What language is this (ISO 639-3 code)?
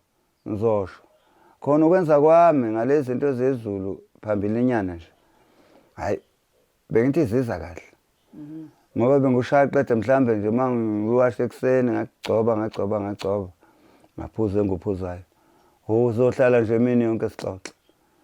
zul